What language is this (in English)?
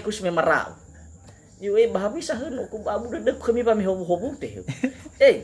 Nias